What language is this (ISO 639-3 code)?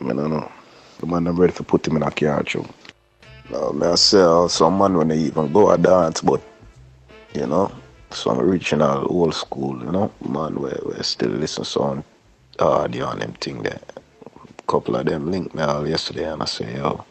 jam